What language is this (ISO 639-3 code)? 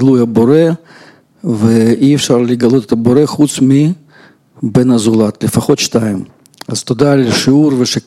heb